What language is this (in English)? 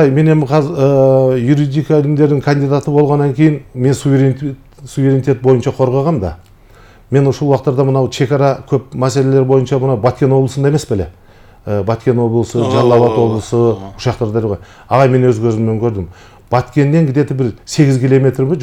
Kyrgyz